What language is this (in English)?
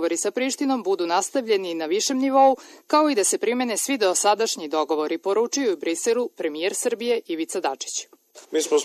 Serbian